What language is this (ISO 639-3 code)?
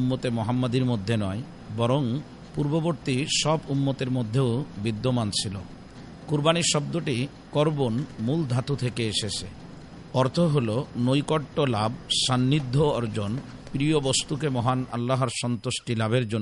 ben